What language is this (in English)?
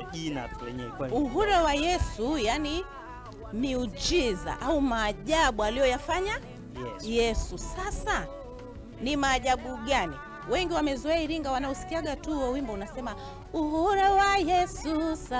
Swahili